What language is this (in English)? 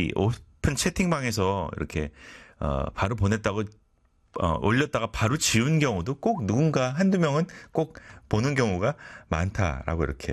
Korean